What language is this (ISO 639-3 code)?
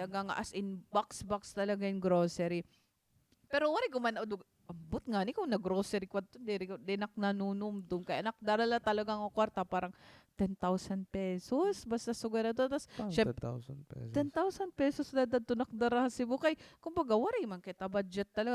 war